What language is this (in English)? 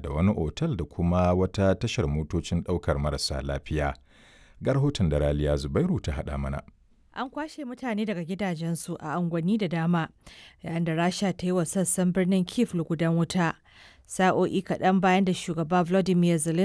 Hausa